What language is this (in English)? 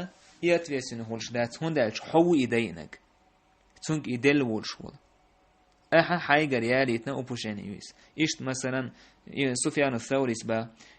Chechen